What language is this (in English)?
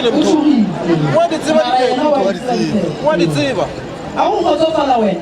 Northern Sotho